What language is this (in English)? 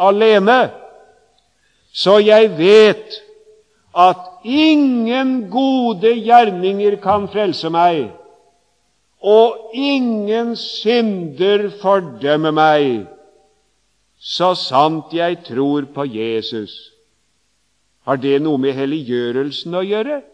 Norwegian